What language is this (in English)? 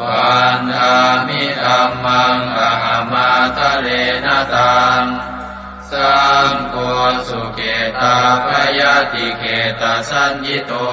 Pali